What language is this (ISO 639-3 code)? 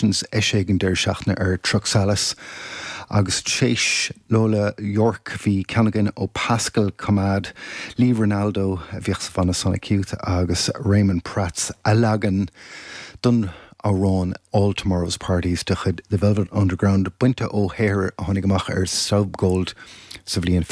gle